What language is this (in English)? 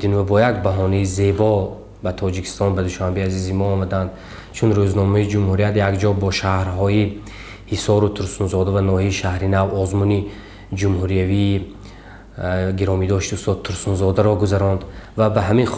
Tajik